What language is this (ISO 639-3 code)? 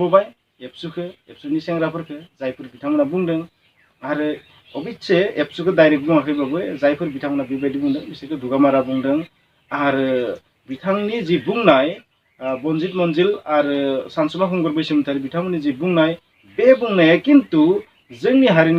brx